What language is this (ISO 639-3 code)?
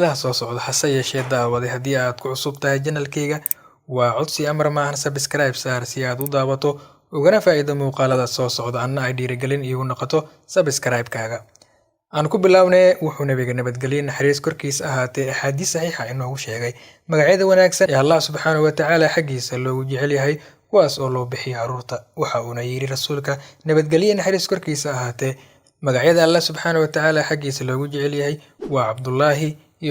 som